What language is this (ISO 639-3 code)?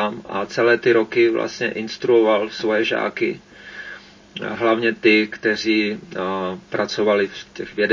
ces